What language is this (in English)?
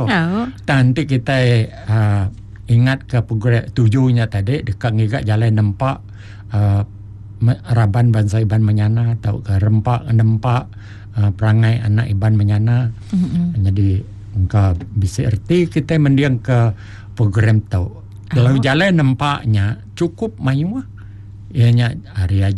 Iban